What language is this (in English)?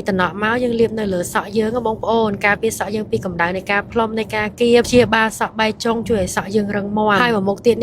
Khmer